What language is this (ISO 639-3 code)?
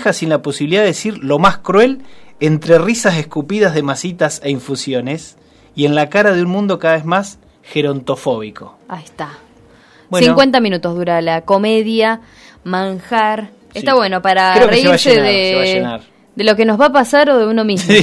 spa